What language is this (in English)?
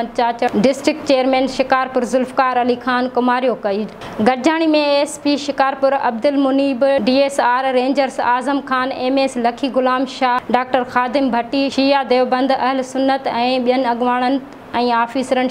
Sindhi